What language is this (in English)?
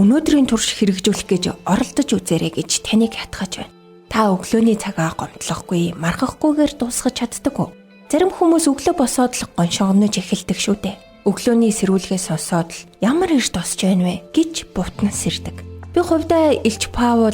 Mongolian